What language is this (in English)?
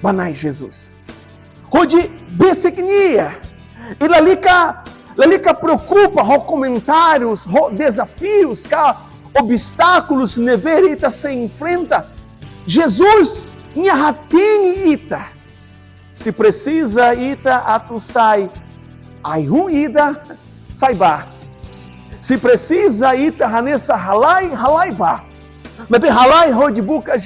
Tetum